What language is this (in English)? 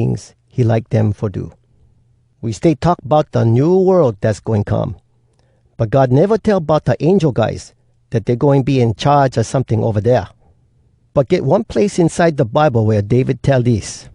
Hawai'i Creole English